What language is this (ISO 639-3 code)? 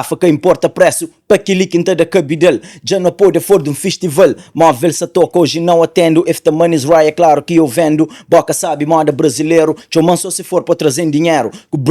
kea